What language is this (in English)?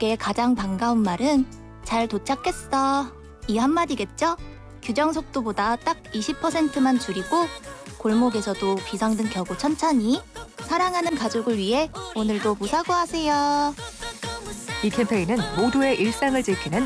Korean